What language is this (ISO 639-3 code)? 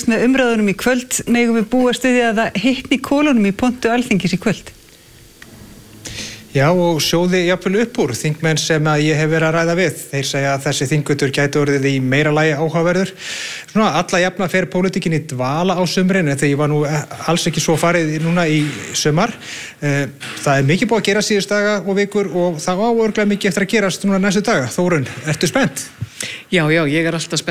isl